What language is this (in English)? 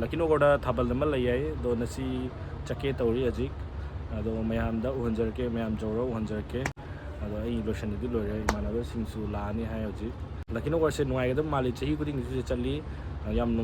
Manipuri